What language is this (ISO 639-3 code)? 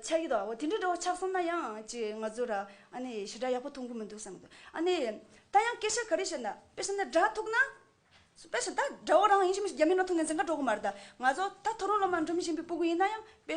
bod